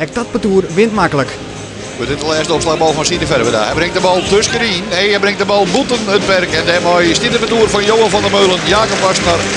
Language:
Western Frisian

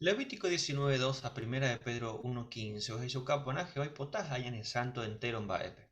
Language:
Guarani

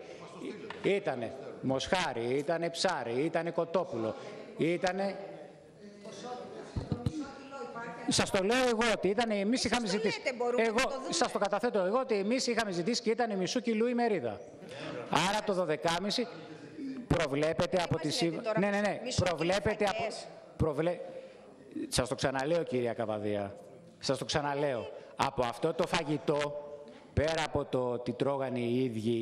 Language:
Greek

